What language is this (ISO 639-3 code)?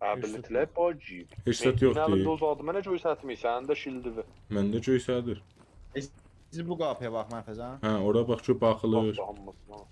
azb